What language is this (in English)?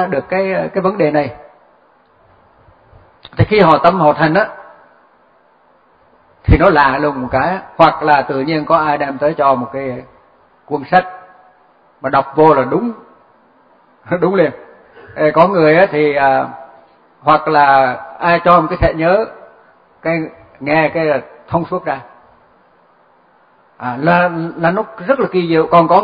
Vietnamese